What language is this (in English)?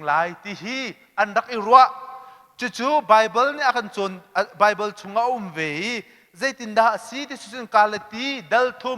Hakha Chin